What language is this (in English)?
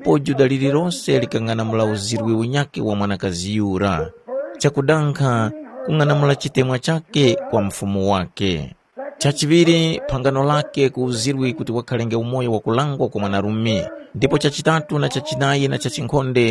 Tumbuka